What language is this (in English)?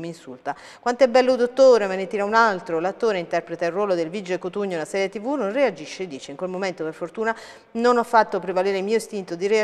Italian